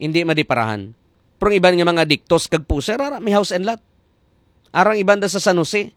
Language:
Hiligaynon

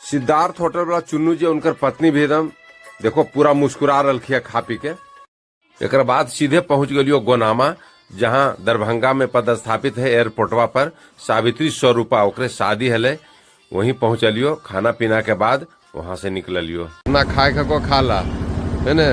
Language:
Magahi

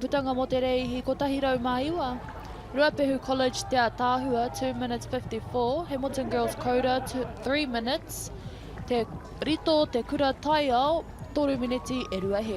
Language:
Māori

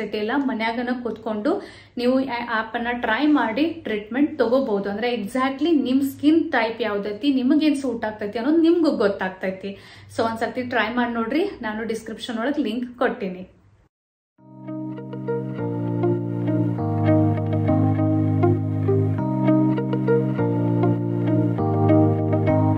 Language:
Kannada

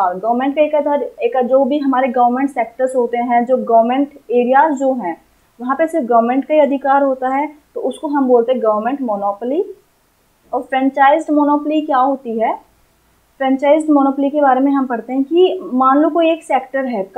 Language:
Hindi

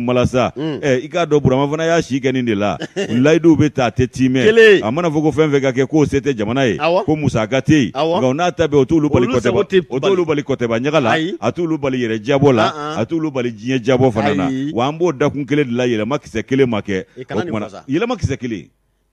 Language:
Bambara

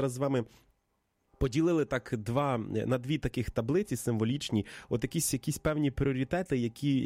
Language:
Ukrainian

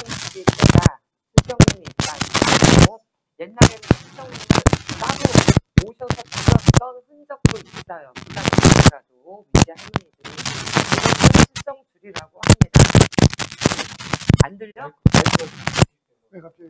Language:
Korean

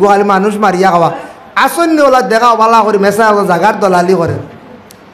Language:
Sylheti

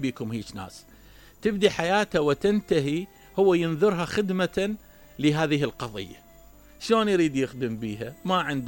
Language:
Mesopotamian Arabic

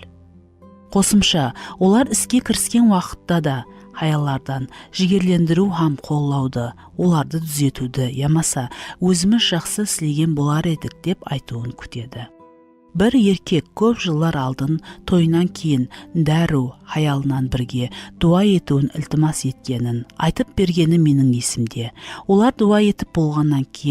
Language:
Kara-Kalpak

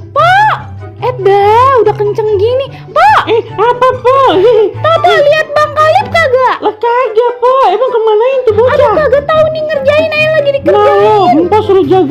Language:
Betawi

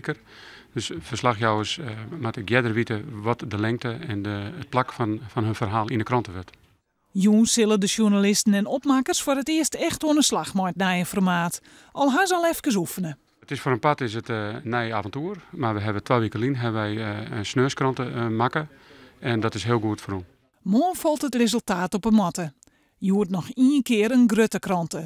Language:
Western Frisian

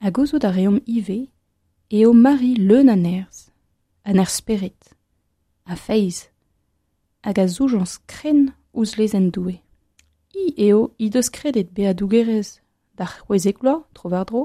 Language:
Breton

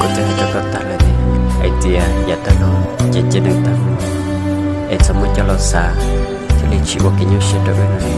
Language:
Hmong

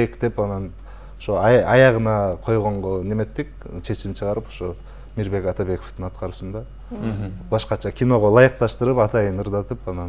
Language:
Kyrgyz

